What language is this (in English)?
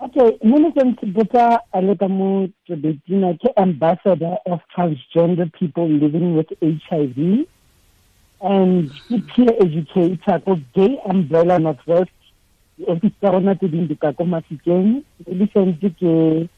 Tswana